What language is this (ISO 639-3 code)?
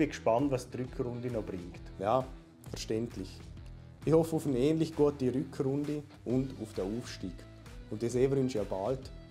gsw